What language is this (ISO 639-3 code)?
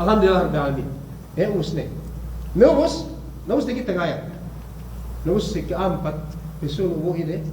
yka